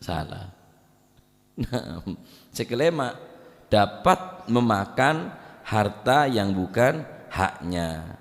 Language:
Madurese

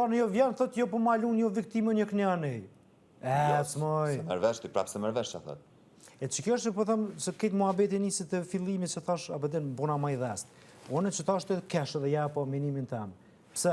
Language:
Albanian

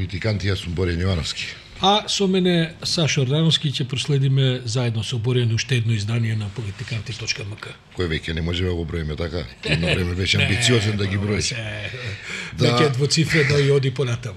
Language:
Macedonian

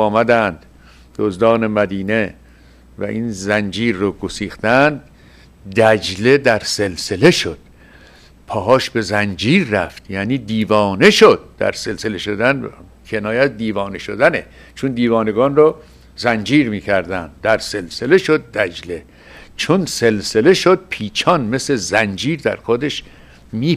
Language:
Persian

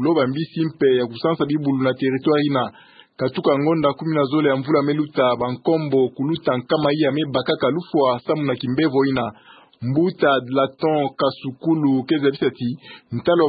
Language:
Kituba (Democratic Republic of Congo)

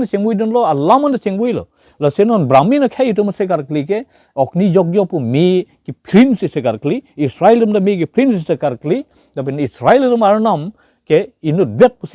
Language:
Karbi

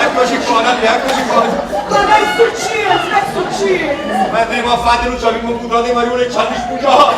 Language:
Neapolitan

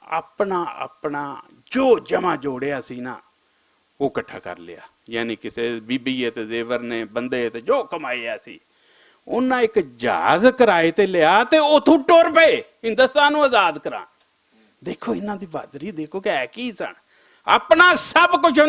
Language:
Western Panjabi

